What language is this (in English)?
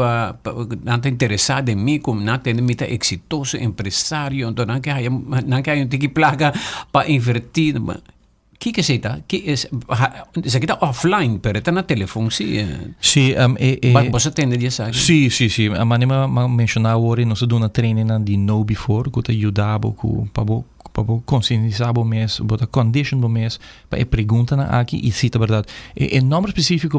Papiamento